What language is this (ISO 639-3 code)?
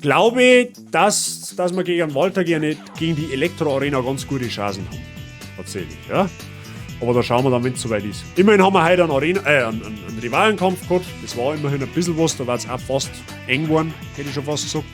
bar